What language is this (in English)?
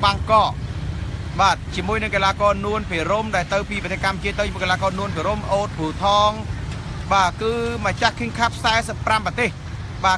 Khmer